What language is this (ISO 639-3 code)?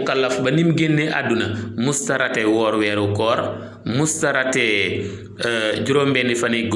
wol